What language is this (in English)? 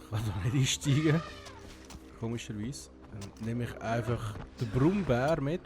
Swiss German